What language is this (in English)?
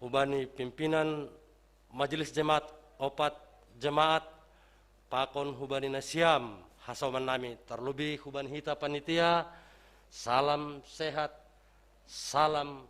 Batak Simalungun